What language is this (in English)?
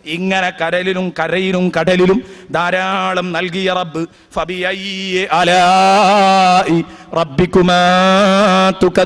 Malayalam